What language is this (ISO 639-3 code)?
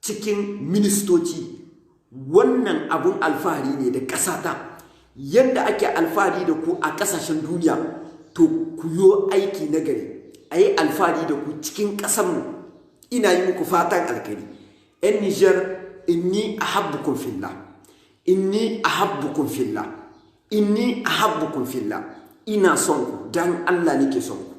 hau